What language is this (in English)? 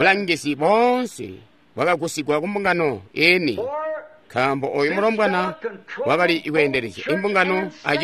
Tonga (Zambia)